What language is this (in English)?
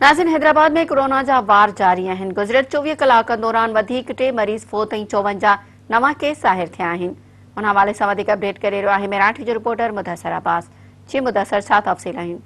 Sindhi